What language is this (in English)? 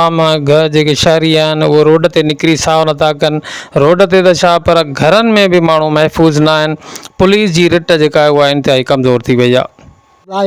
Sindhi